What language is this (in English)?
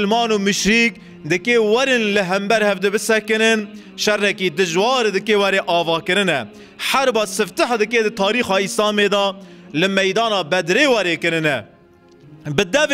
Kurdish